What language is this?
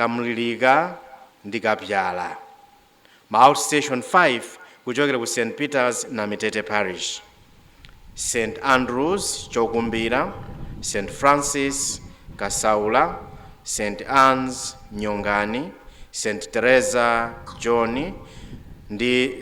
Nyanja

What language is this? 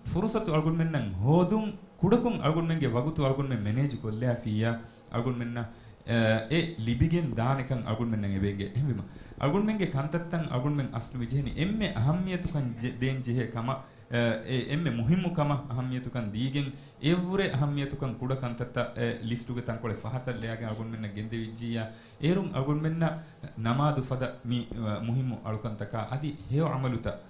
Divehi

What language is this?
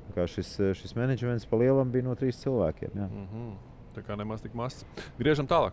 Latvian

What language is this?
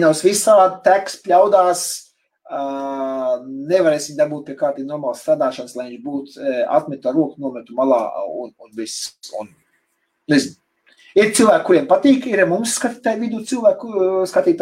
Latvian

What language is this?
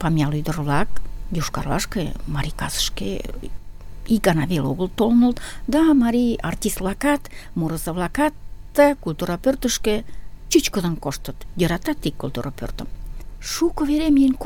Mari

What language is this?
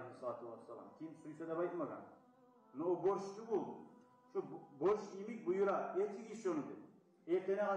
Kumyk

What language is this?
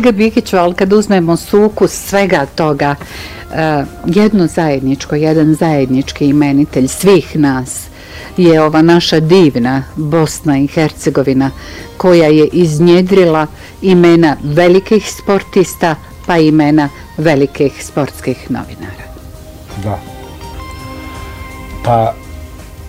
Bosnian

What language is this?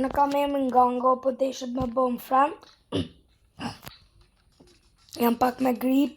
Albanian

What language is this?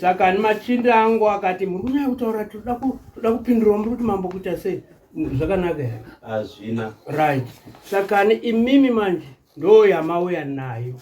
Shona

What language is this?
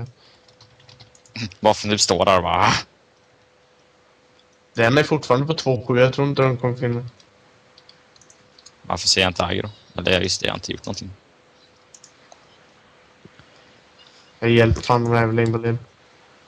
Swedish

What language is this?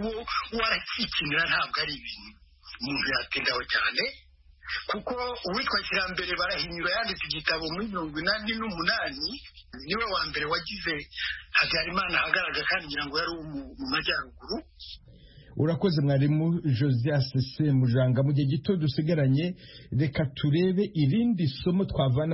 Kinyarwanda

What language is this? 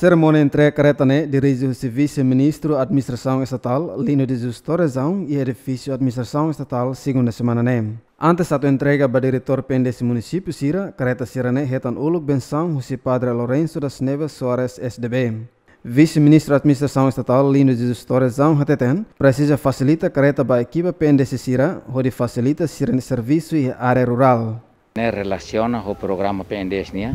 Tetum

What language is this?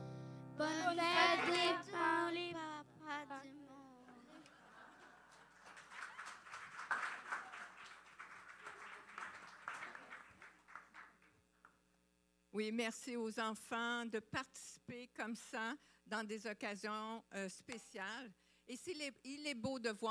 French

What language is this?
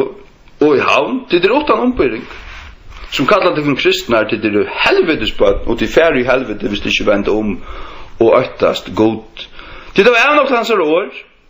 Faroese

